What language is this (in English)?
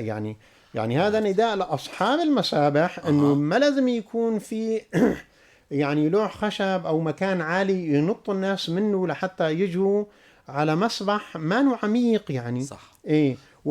North Levantine Arabic